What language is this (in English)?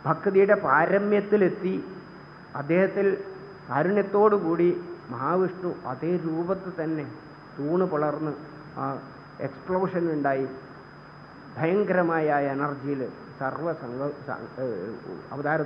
Malayalam